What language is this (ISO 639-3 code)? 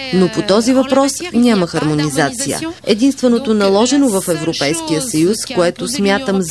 bul